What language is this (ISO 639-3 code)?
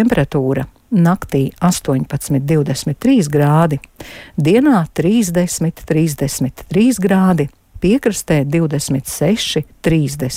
lav